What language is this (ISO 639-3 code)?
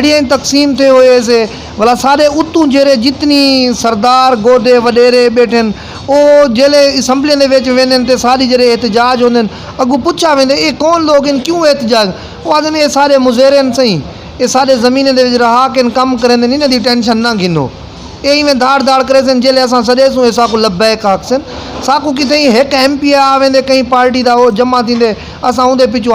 skr